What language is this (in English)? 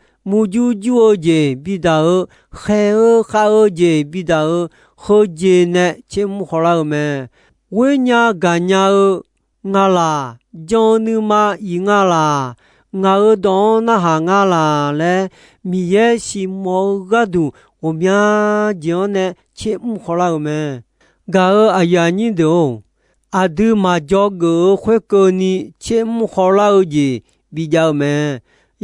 Akha